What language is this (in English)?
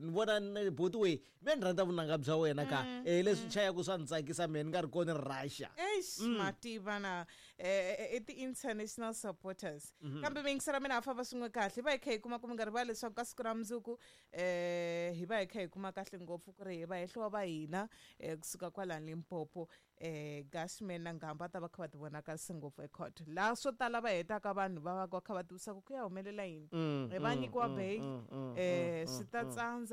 Tsonga